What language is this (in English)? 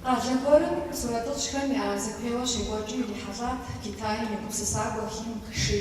Kabardian